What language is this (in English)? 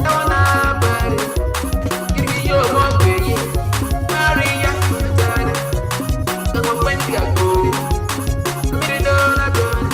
Acoli